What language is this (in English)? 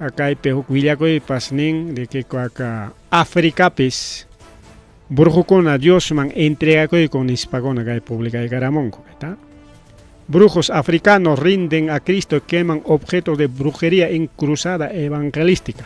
Ayacucho Quechua